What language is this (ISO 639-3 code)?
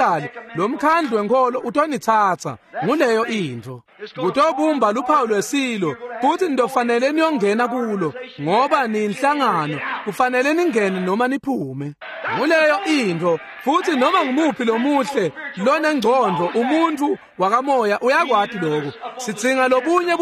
ssw